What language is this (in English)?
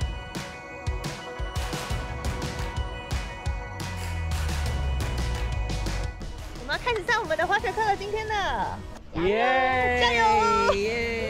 Chinese